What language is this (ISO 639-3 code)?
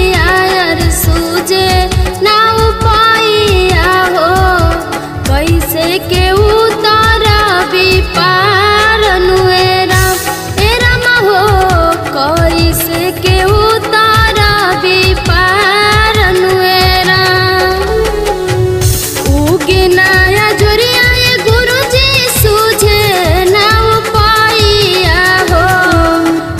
bho